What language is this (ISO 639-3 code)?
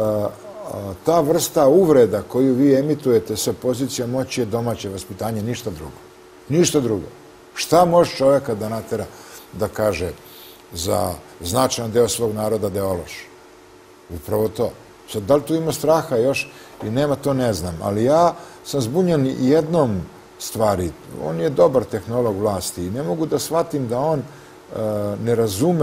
srp